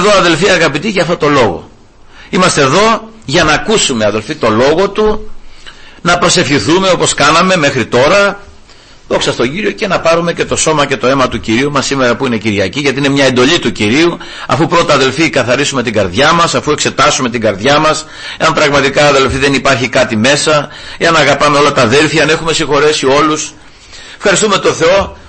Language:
Greek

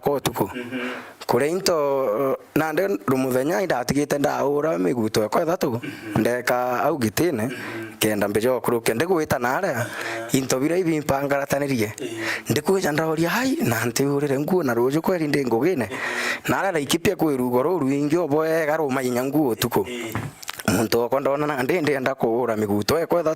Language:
Meru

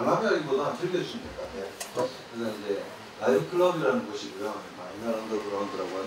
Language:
Korean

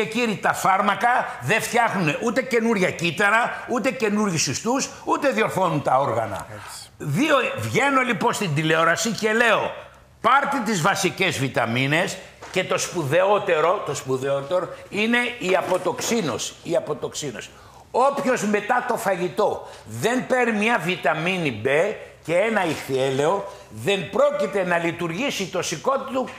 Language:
Greek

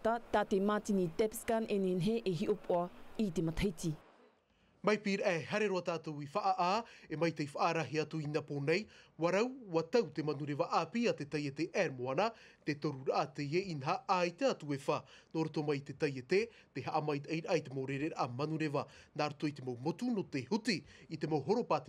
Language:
Tahitian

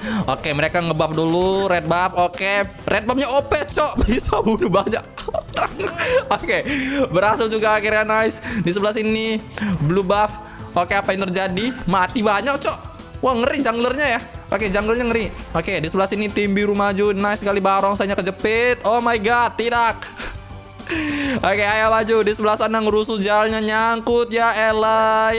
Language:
Indonesian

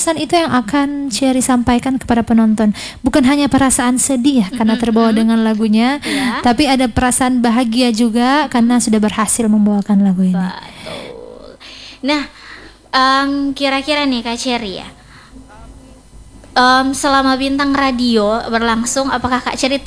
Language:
Indonesian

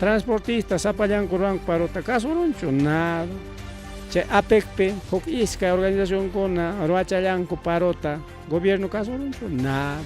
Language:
Ayacucho Quechua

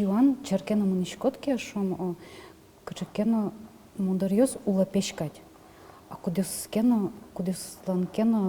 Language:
Udmurt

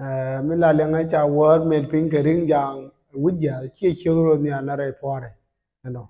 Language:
Nuer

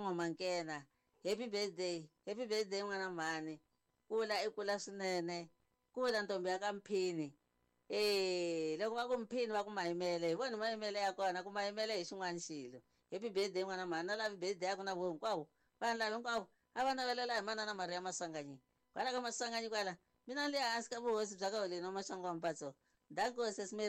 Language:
Tsonga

